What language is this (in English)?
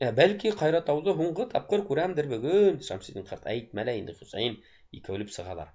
Bashkir